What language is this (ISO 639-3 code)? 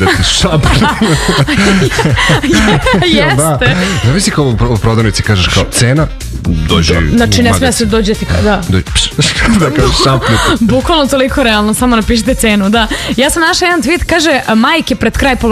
srp